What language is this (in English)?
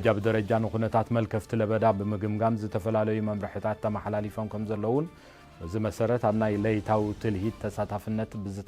Tigrinya